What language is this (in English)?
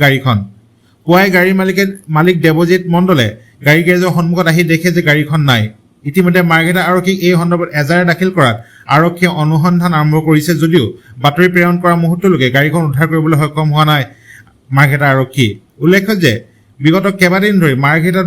Assamese